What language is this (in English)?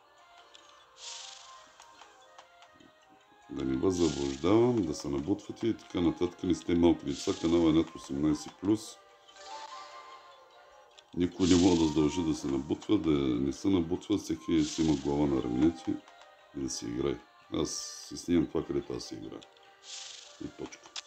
Bulgarian